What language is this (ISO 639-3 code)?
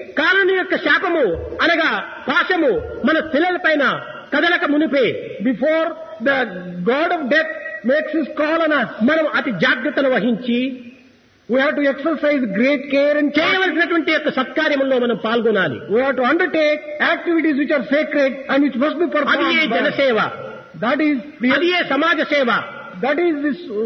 tel